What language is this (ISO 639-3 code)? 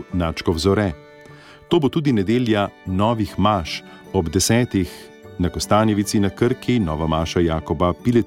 slv